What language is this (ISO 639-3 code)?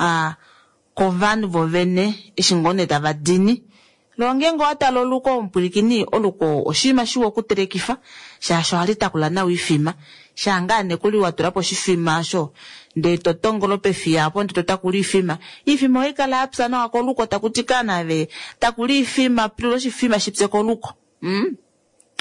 kua